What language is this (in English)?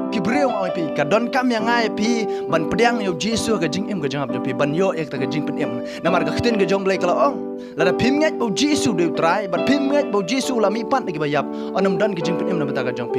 Khasi